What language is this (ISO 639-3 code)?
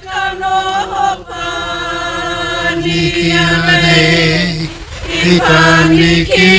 mri